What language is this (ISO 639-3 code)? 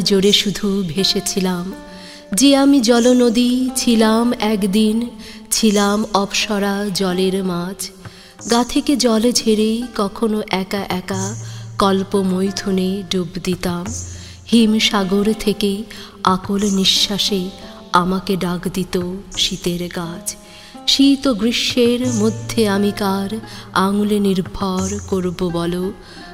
ben